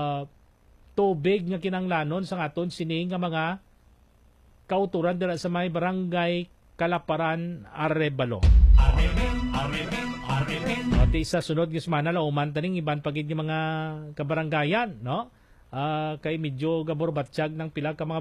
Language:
Hiligaynon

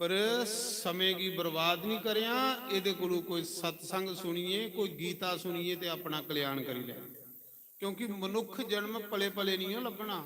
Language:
Dogri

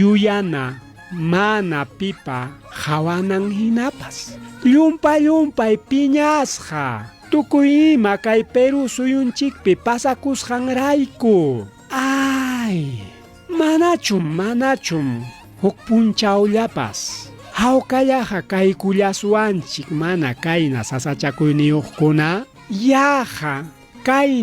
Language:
Ayacucho Quechua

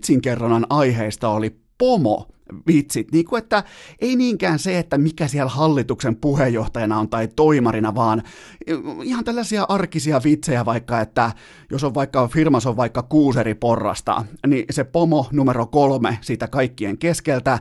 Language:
Finnish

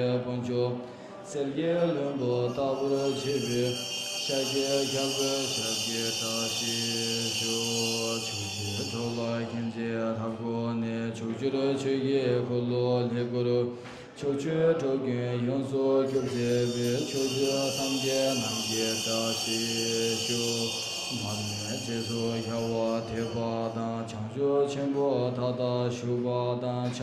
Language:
Tibetan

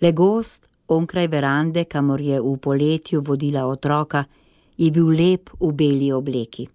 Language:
Slovenian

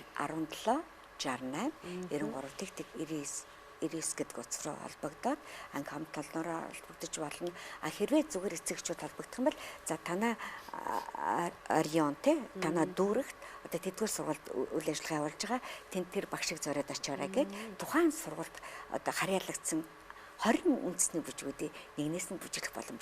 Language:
Mongolian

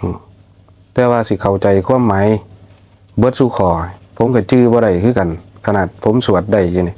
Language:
Lao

